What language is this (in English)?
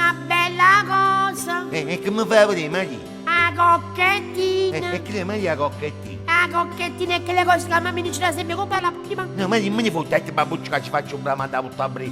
Neapolitan